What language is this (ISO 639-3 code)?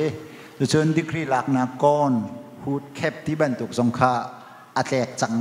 cnh